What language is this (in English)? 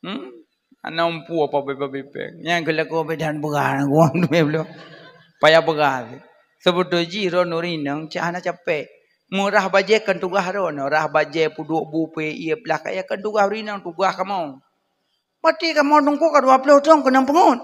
Achinese